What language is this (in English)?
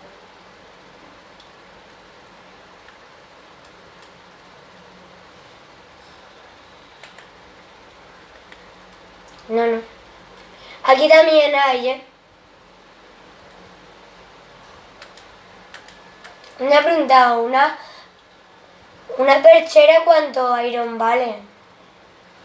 Spanish